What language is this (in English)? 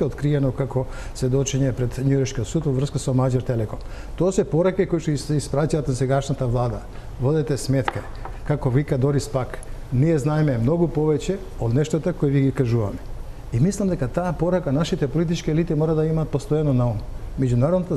Macedonian